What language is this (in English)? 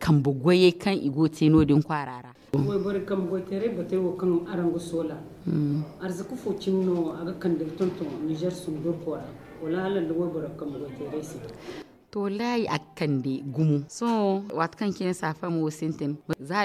Zarma